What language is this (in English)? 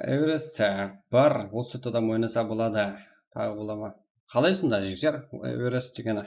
Kara-Kalpak